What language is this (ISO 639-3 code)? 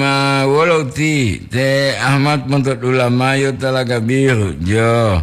gor